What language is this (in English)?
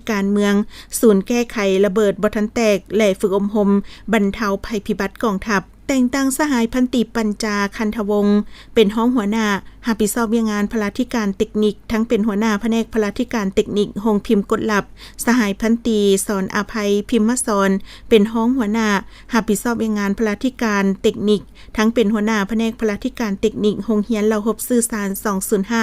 Lao